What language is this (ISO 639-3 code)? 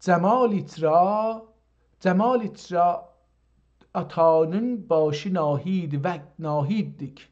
azb